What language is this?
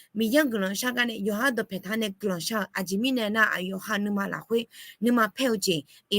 Akha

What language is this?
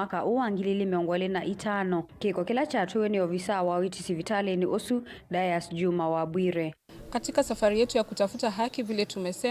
Kamba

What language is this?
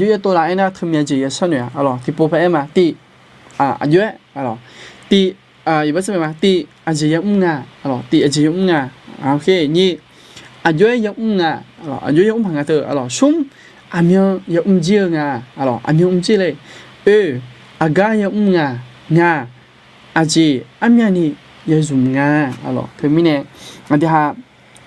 Akha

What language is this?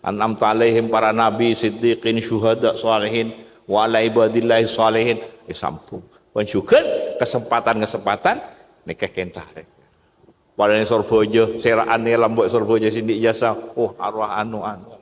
Madurese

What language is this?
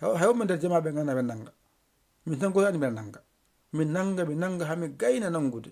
Fula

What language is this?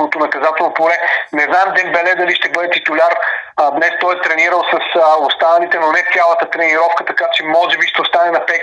Bulgarian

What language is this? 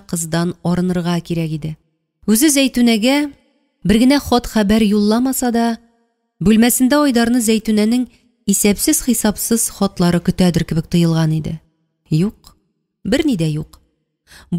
Tatar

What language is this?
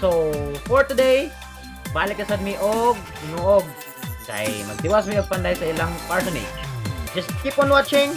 Cebuano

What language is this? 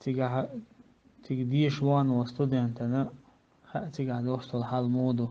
Chechen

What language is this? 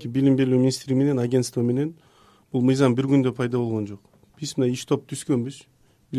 Kyrgyz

